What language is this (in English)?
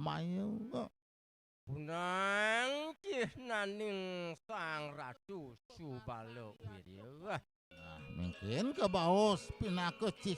Balinese